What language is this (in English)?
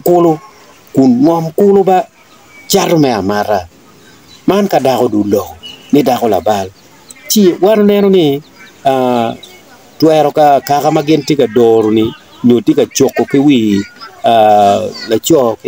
Acoli